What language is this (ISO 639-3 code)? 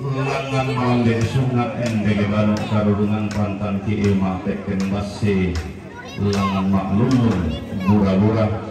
sda